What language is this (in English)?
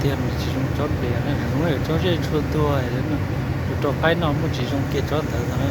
Hmong